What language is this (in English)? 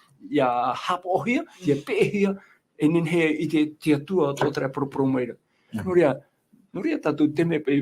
Tahitian